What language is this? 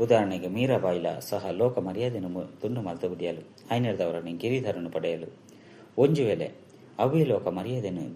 Tulu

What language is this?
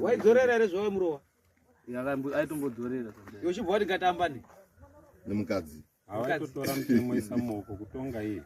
Shona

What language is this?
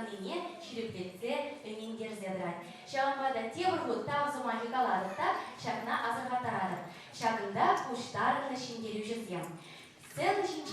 Chuvash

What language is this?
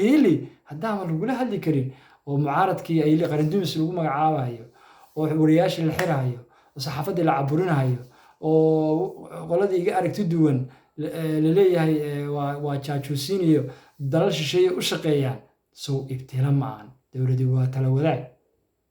Somali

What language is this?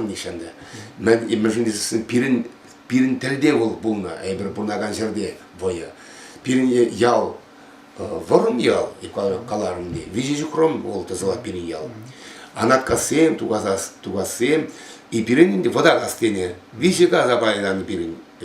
Chuvash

